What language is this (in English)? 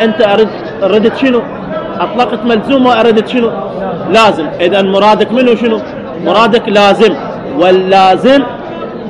Mesopotamian Arabic